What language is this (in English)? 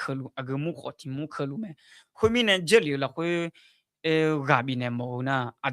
Akha